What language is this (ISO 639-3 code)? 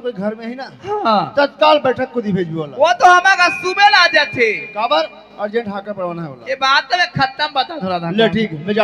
hne